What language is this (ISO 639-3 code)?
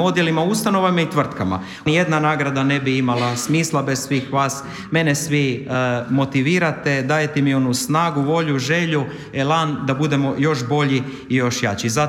hrv